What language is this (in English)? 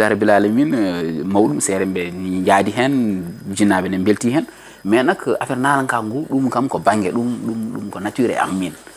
Fula